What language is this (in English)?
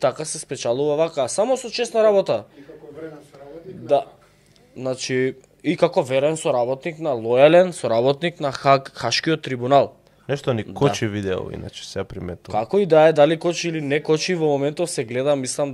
Macedonian